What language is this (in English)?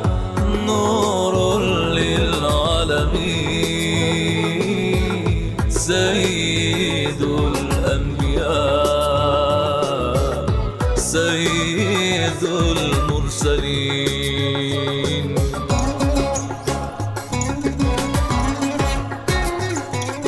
Urdu